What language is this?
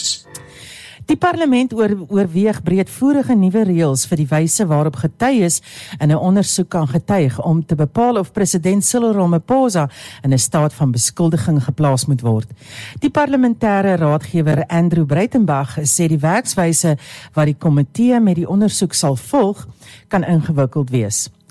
Afrikaans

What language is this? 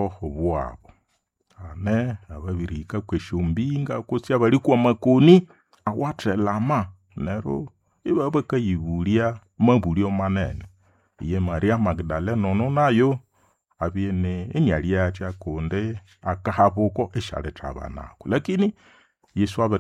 Nande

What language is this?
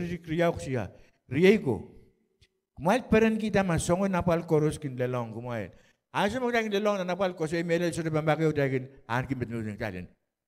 Pohnpeian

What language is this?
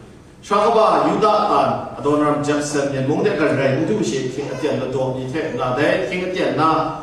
Kachin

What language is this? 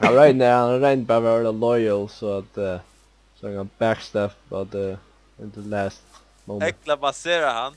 Faroese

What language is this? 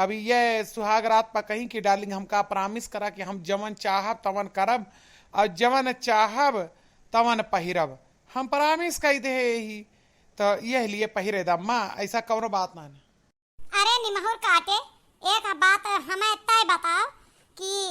Awadhi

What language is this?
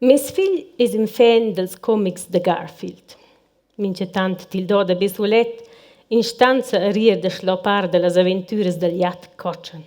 Romansh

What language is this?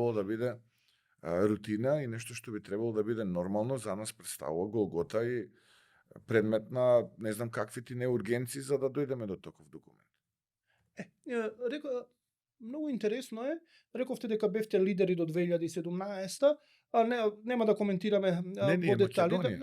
Macedonian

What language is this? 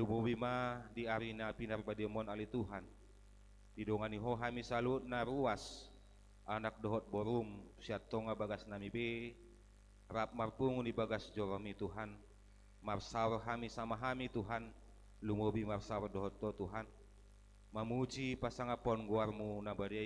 Batak Toba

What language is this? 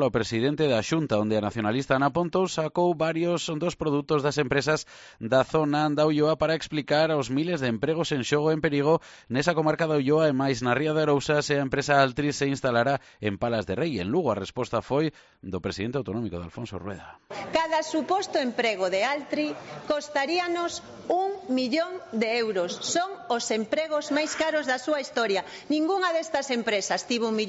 Galician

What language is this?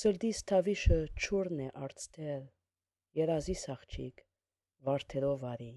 Armenian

